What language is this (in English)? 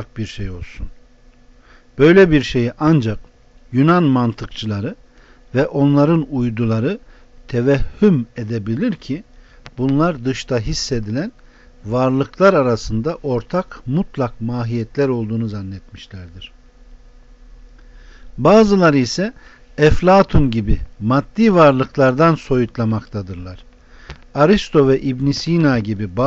Turkish